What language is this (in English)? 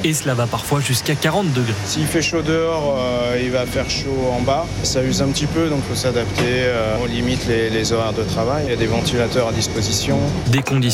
French